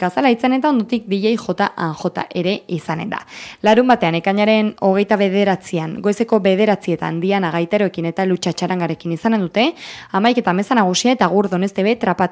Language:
Basque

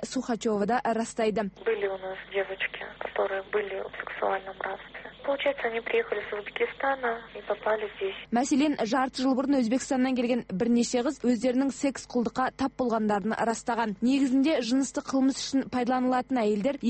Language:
Kazakh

